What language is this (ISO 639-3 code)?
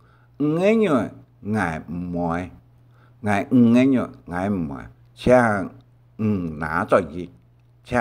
hak